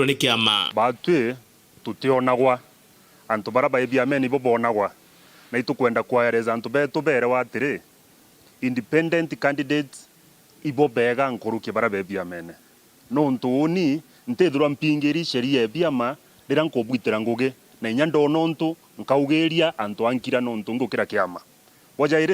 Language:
Meru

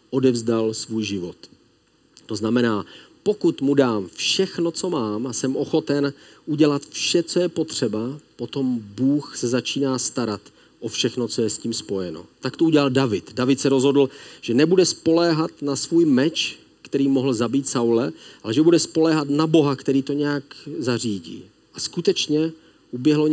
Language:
Czech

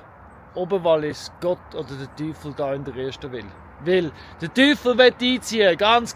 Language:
Swiss German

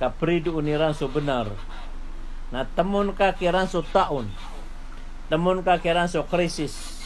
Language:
Maranao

